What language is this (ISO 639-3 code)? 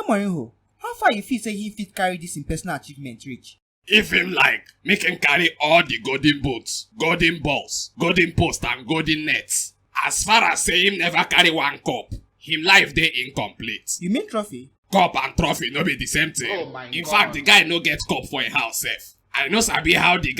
pcm